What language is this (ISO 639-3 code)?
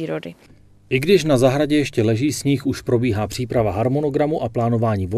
ces